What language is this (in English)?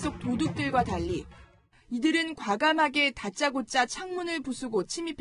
Korean